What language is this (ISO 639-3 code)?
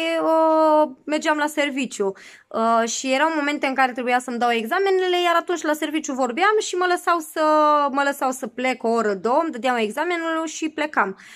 ron